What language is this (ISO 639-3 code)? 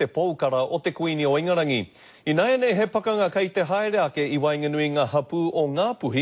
mri